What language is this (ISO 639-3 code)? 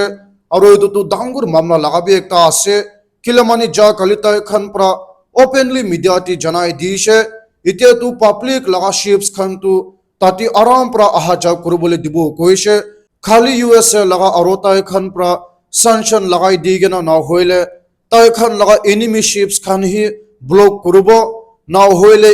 nag